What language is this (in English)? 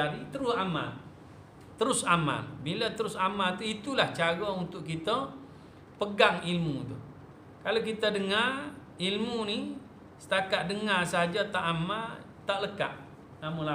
Malay